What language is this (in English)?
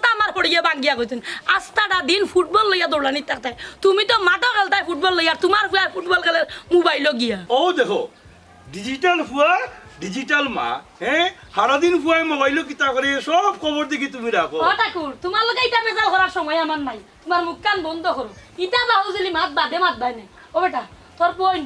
Sylheti